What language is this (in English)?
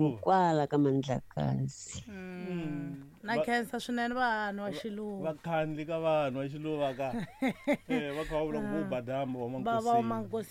Tsonga